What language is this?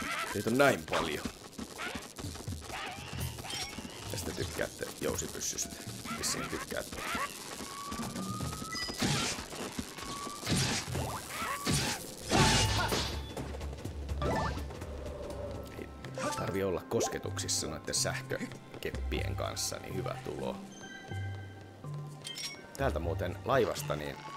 Finnish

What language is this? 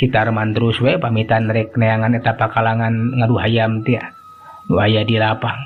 Sundanese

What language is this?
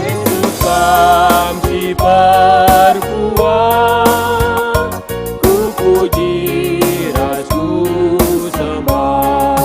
Batak Karo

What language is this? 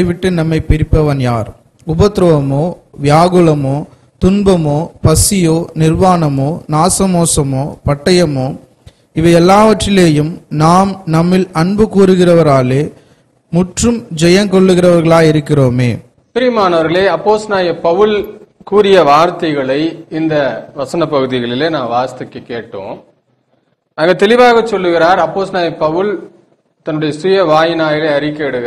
Tamil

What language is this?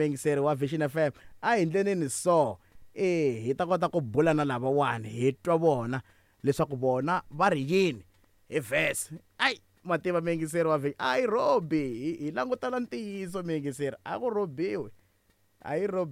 Tsonga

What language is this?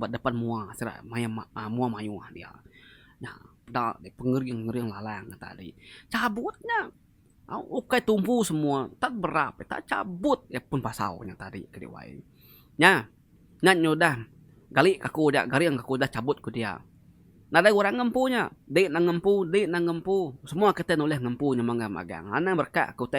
Iban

